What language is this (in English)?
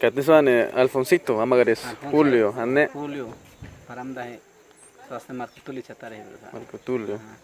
Awa-Cuaiquer